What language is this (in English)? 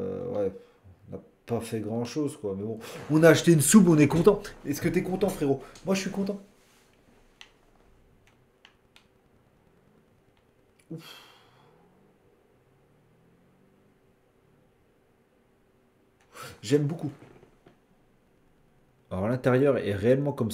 French